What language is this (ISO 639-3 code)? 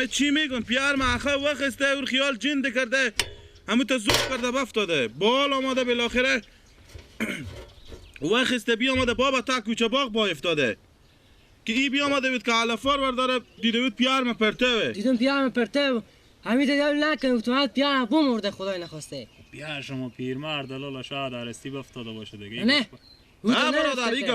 fas